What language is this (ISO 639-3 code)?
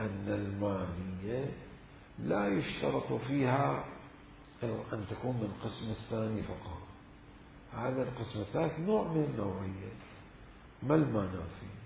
acm